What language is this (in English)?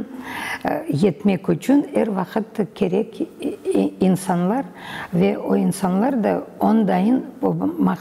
Crimean Tatar